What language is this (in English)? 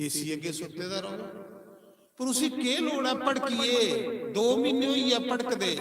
Dogri